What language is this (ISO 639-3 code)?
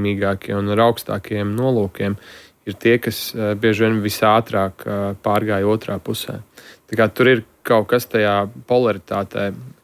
lav